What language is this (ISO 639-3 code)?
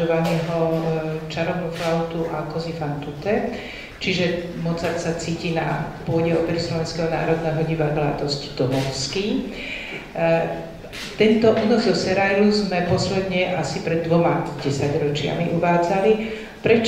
slk